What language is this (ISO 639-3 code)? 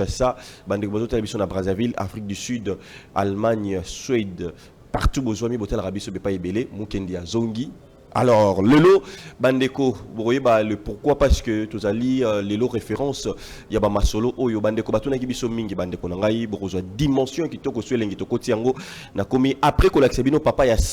lin